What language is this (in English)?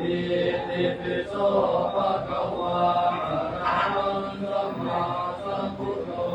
Pali